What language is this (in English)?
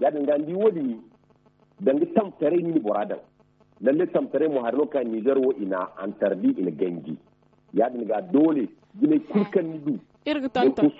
Zarma